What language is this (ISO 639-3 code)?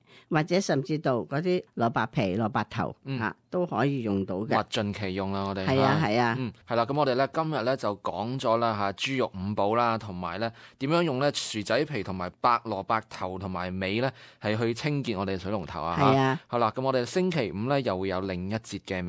yue